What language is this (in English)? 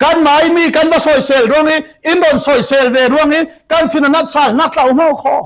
Falam Chin